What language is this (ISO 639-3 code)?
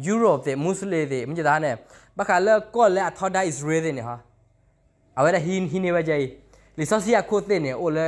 ksw